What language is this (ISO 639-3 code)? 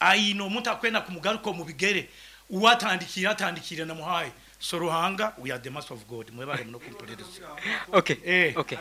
nyn